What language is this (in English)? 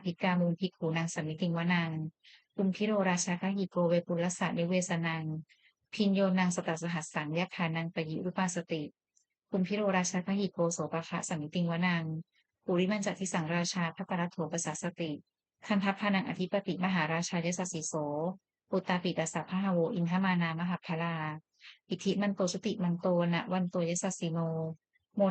Pali